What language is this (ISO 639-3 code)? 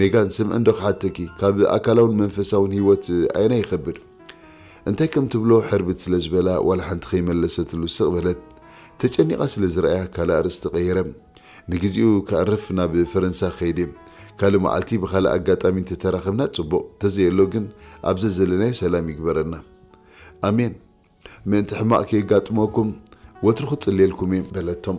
tir